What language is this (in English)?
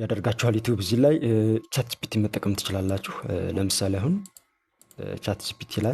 Amharic